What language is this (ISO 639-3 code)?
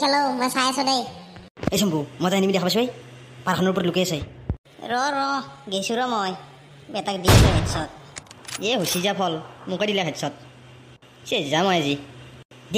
asm